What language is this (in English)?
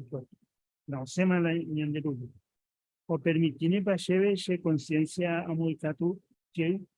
Guarani